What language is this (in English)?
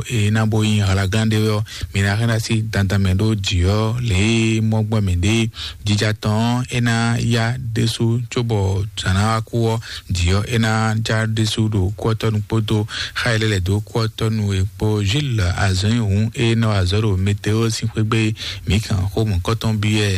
Fon